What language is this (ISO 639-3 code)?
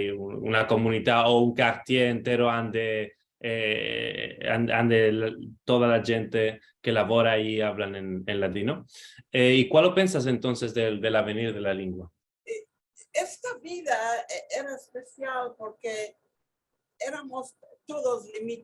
lad